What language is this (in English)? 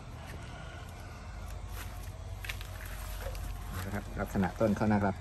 Thai